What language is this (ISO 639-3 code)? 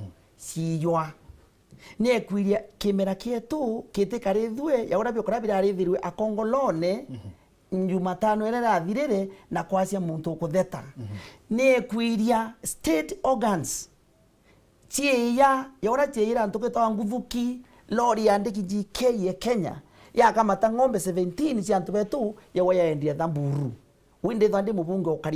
mer